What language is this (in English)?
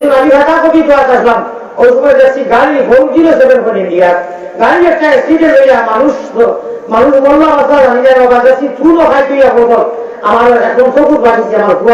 Sylheti